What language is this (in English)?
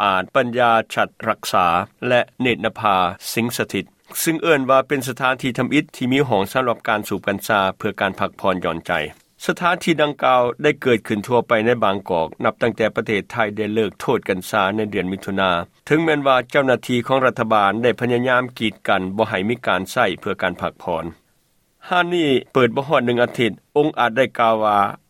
Lao